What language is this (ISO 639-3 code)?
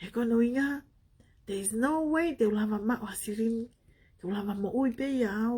ton